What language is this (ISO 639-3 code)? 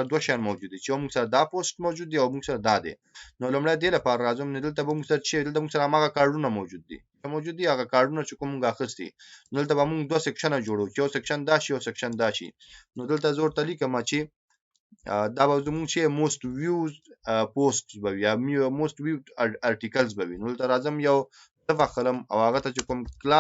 pus